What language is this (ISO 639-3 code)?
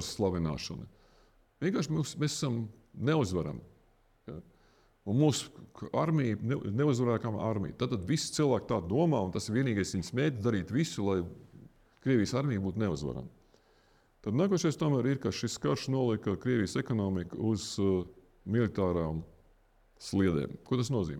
lav